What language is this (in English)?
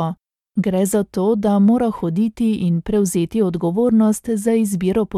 Slovenian